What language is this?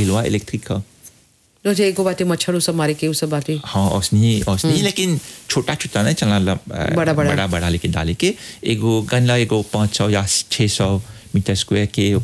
Bhojpuri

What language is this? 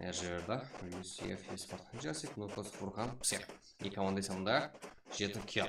Kara-Kalpak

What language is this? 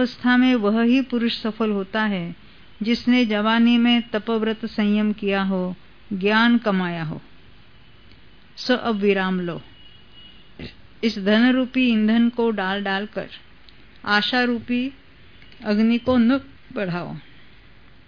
Hindi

